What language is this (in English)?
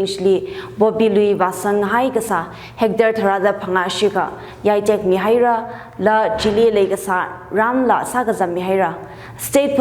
Tangkhul Naga (India)